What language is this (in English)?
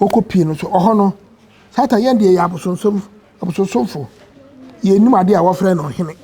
Akan